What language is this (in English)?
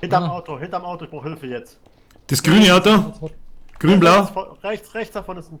Bavarian